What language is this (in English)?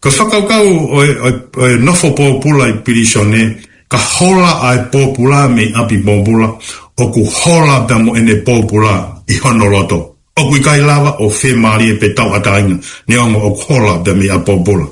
Tongan